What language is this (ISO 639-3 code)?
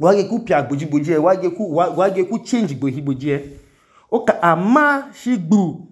idu